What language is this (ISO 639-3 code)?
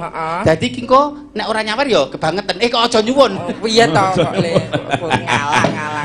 jav